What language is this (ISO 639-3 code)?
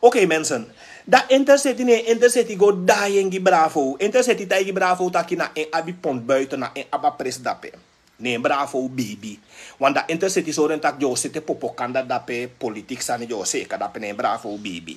srn